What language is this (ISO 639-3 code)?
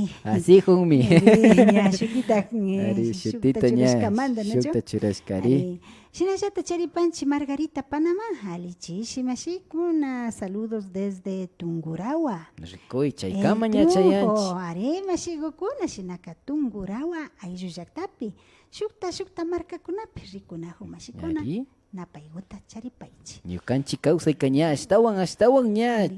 qvi